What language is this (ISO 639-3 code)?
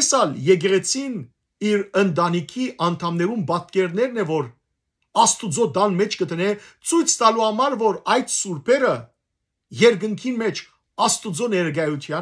hyw